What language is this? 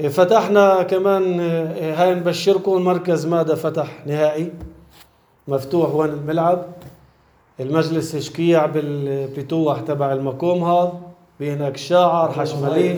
North Levantine Arabic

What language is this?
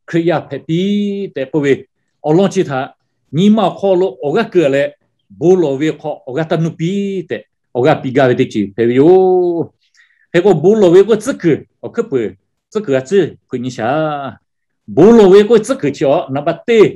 Lahu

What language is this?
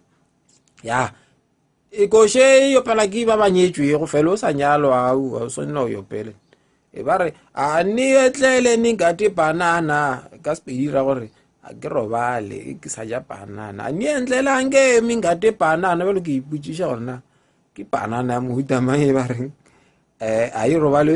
Northern Sotho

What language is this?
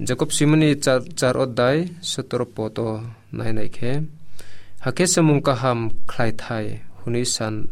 Kok Borok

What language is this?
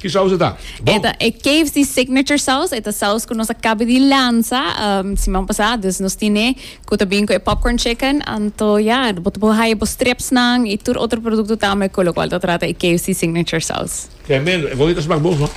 Papiamento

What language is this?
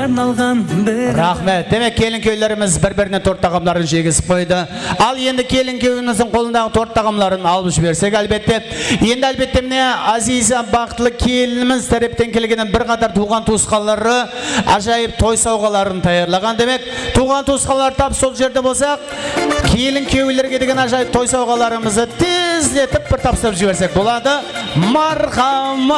Kara-Kalpak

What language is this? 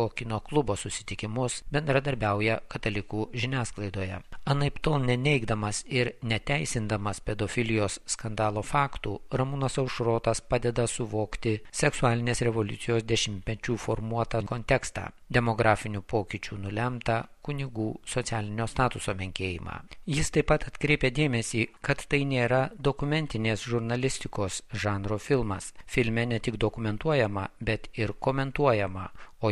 Lithuanian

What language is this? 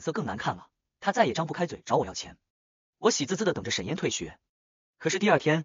Chinese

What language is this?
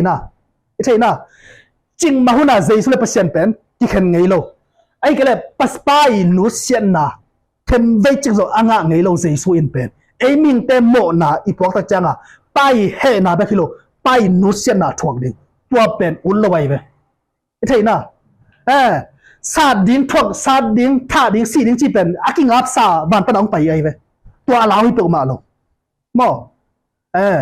Tedim Chin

